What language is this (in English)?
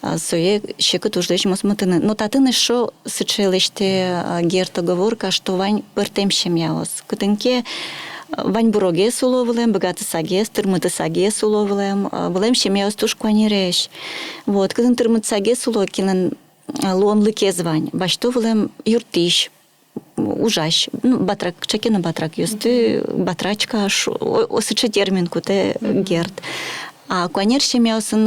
Udmurt